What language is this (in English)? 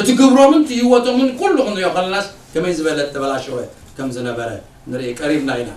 Tigrinya